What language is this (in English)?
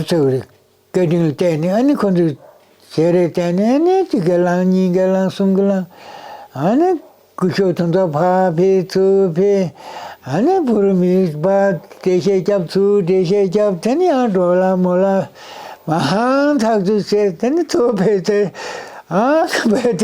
Tibetan